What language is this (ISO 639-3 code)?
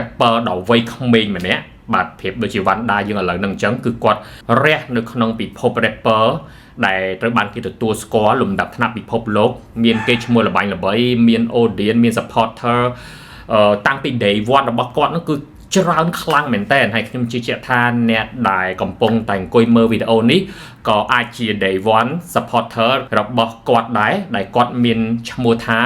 khm